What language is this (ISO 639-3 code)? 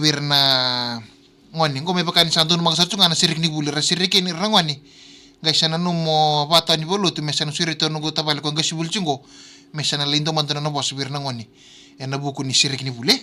fij